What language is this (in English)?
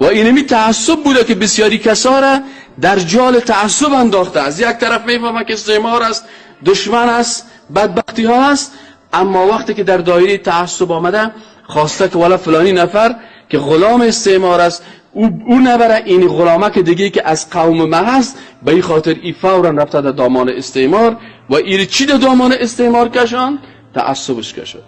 Persian